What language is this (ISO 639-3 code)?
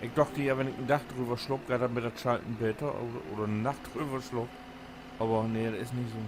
nds